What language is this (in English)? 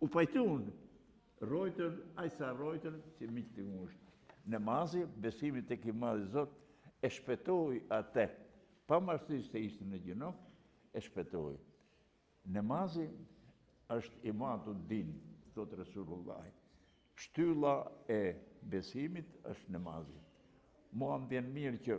Albanian